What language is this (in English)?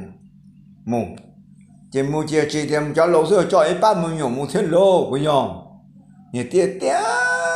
Hmong